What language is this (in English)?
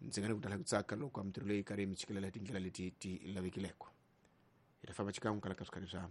Tsonga